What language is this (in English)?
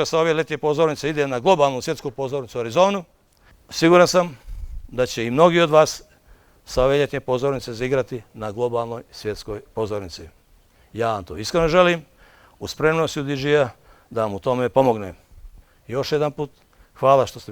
Bosnian